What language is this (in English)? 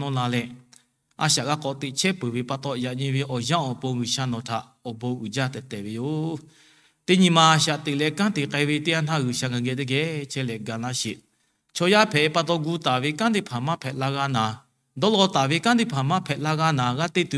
Lahu